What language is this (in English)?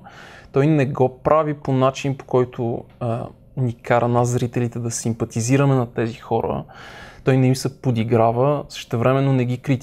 Bulgarian